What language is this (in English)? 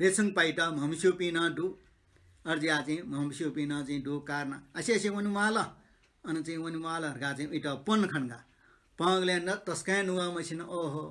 Newari